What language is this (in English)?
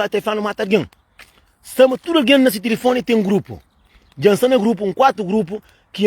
Kabuverdianu